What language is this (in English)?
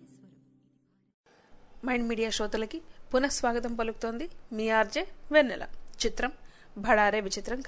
Telugu